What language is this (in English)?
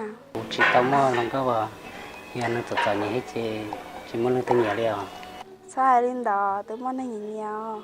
Hmong